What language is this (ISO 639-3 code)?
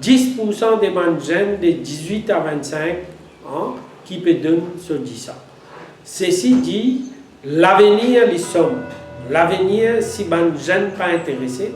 mfe